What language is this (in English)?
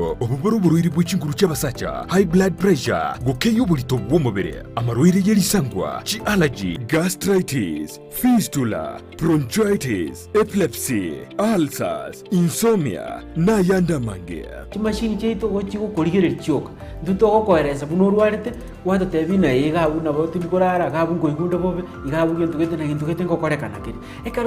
Gusii